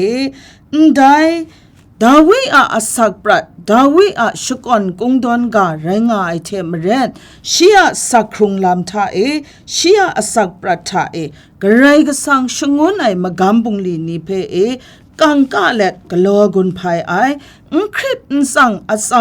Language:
Kachin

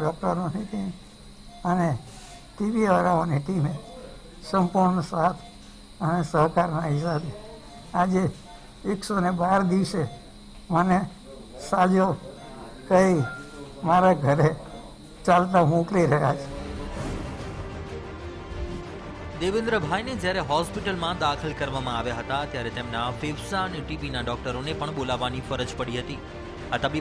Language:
Gujarati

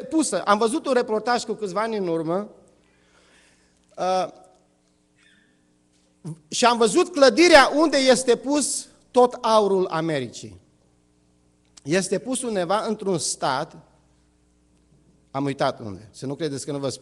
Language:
Romanian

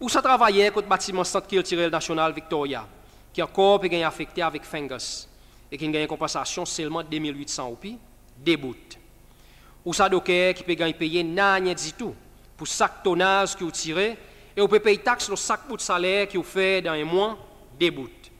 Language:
Seselwa Creole French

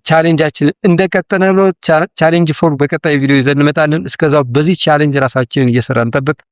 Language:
Amharic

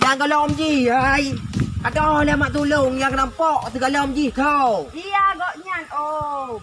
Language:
Achinese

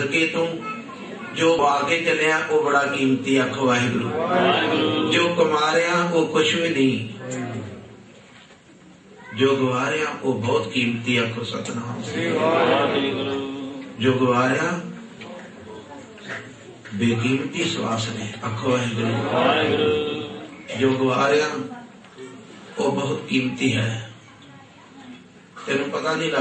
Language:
Punjabi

